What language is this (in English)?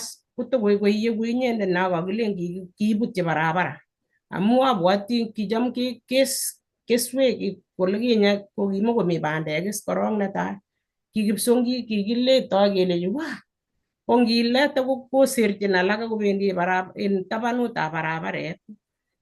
Kalenjin